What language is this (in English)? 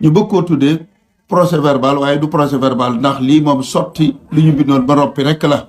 Wolof